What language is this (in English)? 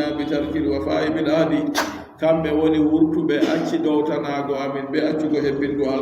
Adamawa Fulfulde